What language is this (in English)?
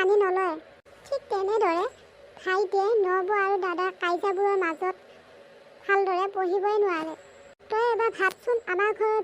Assamese